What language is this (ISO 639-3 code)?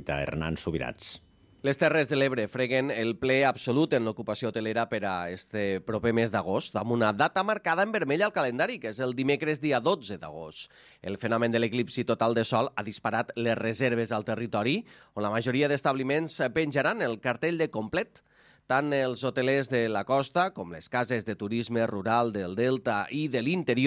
cat